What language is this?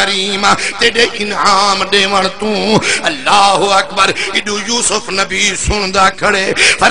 Saraiki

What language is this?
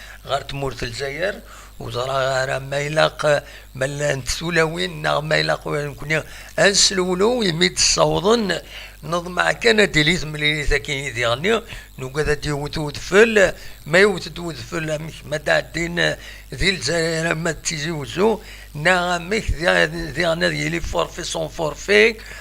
Kabyle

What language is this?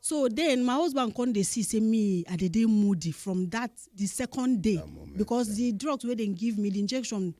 Nigerian Pidgin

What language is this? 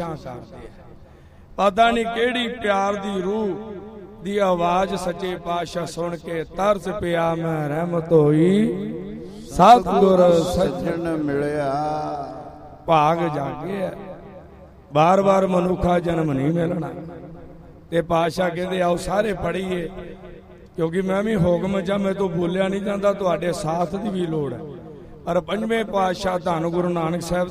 Punjabi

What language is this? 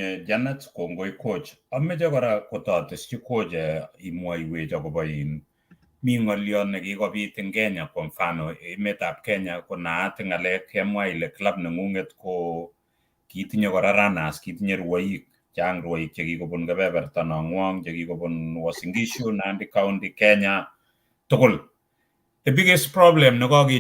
Kalenjin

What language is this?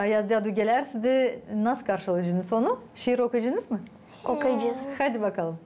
Gagauz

